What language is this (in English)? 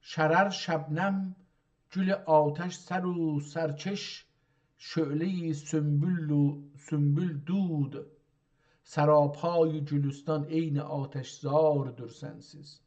South Azerbaijani